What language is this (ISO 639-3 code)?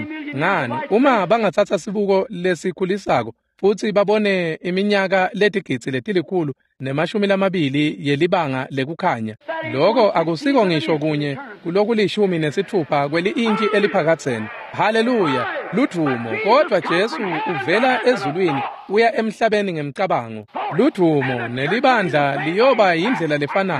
ssw